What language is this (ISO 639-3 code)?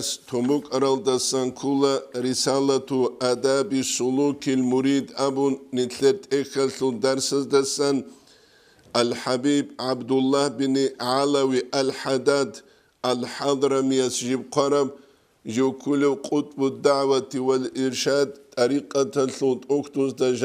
ava